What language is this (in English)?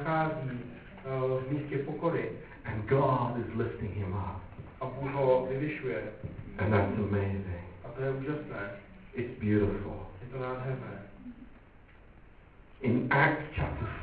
Czech